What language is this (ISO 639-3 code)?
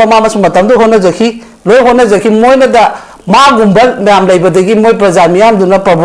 mni